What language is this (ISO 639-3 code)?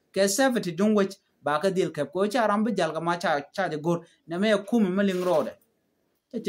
nus